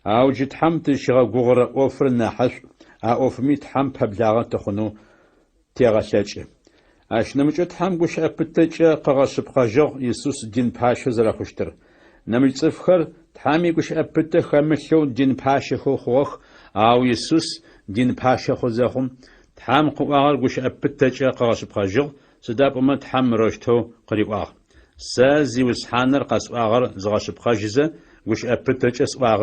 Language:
Adyghe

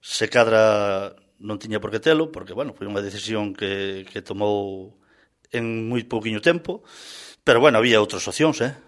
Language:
Galician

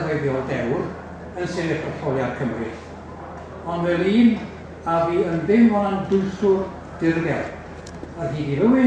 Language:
Welsh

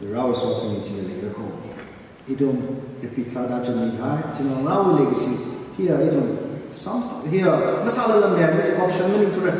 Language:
Tangkhul Naga (India)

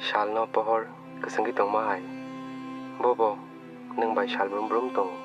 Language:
Kok Borok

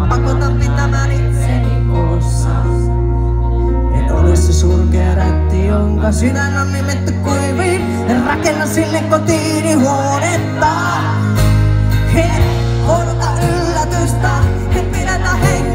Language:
Finnish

